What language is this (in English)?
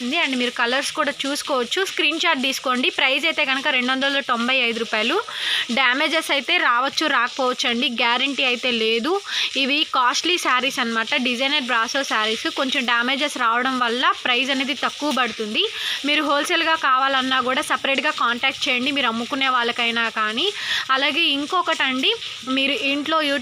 Telugu